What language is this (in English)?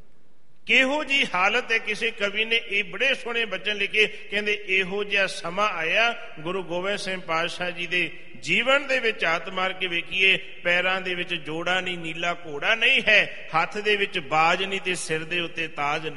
Punjabi